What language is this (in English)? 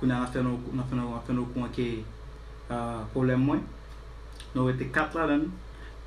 Haitian Creole